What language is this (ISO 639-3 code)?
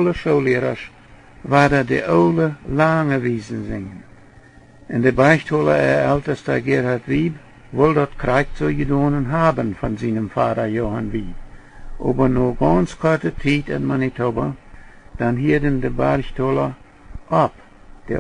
pdt